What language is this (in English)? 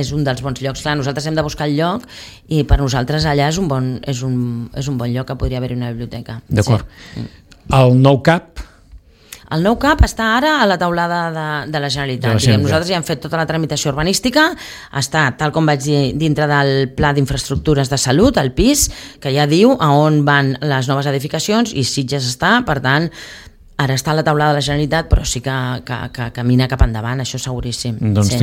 Catalan